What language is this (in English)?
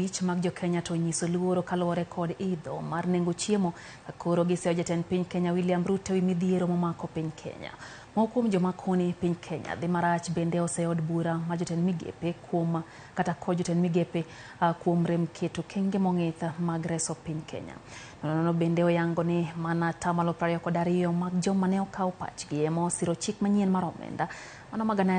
Luo (Kenya and Tanzania)